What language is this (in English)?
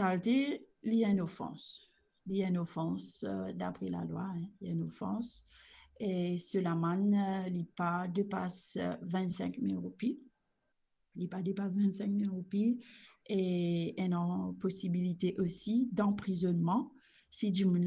Morisyen